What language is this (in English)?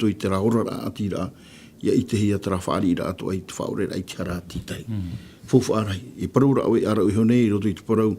Tahitian